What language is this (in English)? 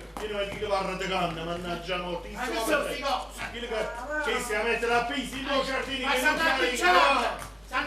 Neapolitan